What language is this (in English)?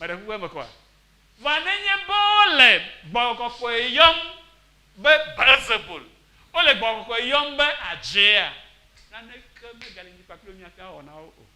Ewe